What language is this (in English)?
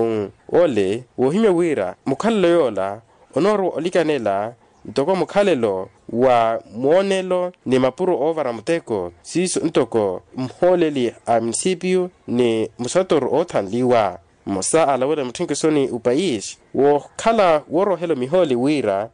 Makhuwa